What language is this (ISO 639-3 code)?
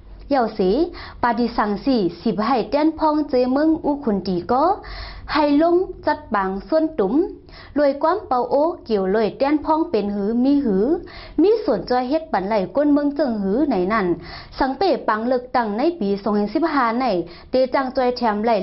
shn